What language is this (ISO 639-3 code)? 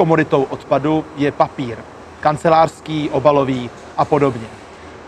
ces